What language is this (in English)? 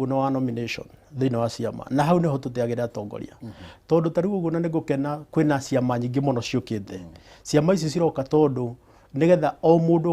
Kikuyu